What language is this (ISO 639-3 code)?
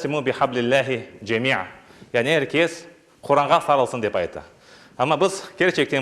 crh